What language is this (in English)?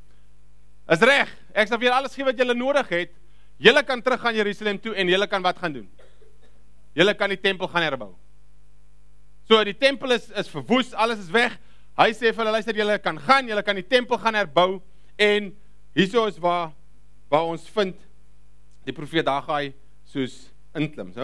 Afrikaans